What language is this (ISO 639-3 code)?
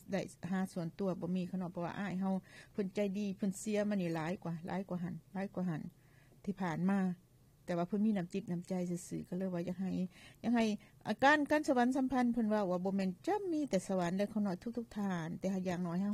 lao